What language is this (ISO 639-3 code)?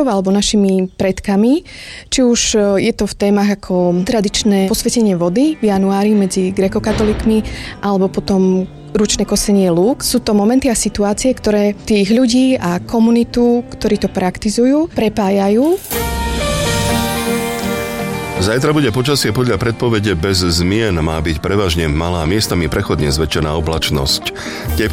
slk